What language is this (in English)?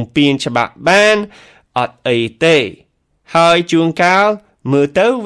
Khmer